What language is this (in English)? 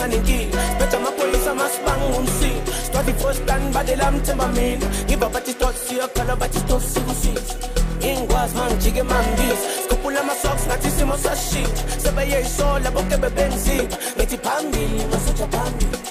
Zulu